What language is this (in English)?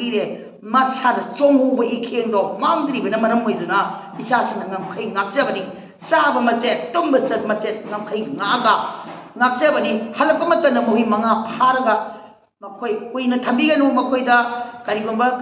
Manipuri